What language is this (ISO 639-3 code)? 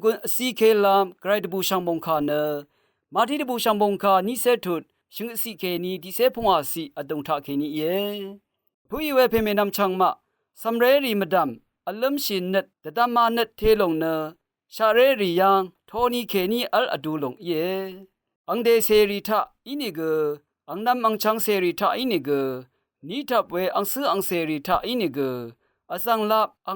raw